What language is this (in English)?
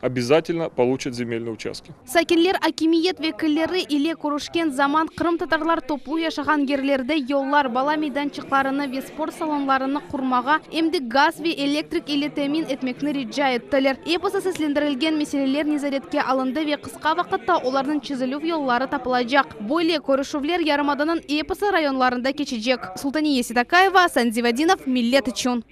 Crimean Tatar